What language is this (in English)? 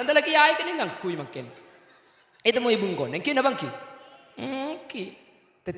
Madurese